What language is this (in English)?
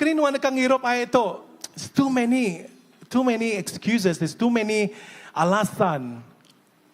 Iban